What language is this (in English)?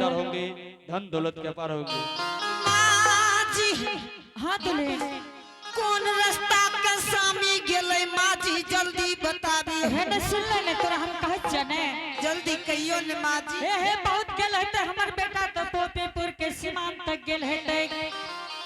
Angika